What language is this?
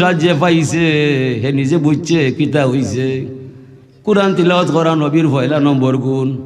Sylheti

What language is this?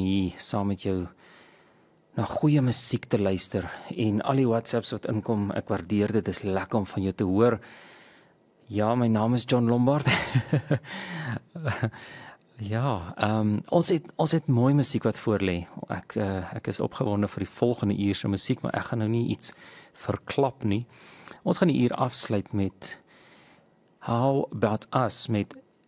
Afrikaans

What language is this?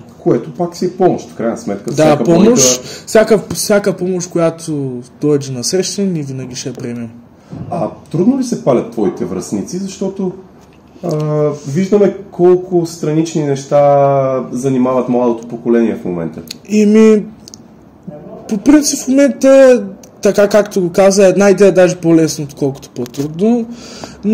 Bulgarian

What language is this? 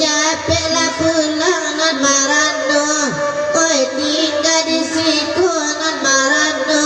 Minangkabau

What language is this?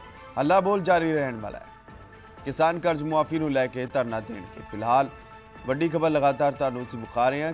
Punjabi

